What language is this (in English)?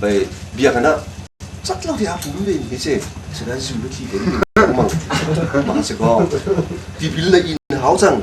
Hakha Chin